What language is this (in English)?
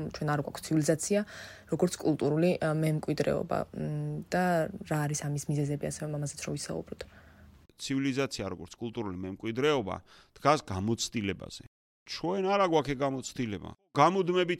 Georgian